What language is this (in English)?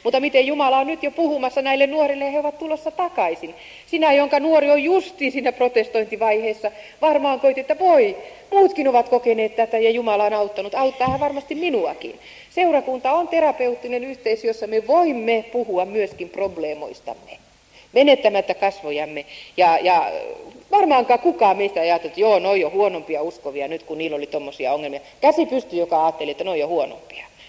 Finnish